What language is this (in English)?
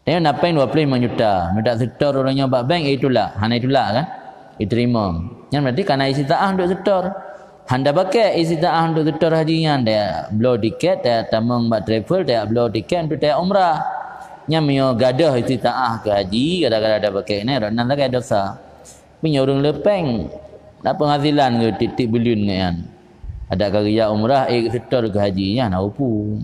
Achinese